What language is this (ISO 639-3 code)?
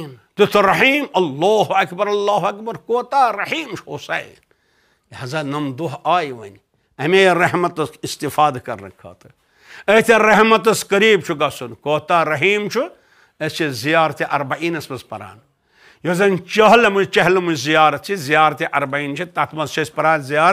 kas